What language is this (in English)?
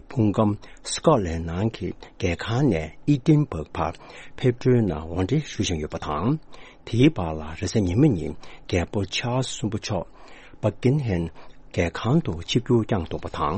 Tibetan